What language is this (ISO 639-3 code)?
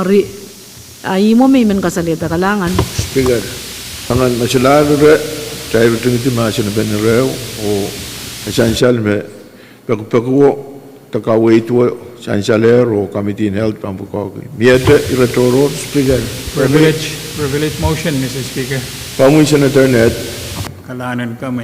pon